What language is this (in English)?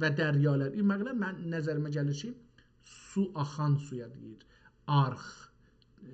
South Azerbaijani